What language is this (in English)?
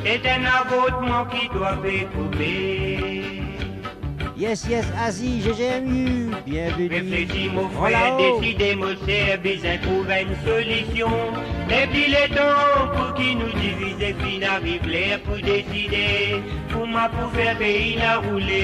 Morisyen